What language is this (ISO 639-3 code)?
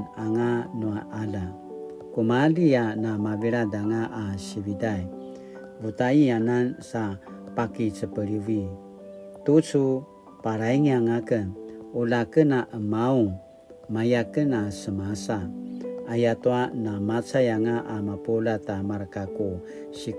pwn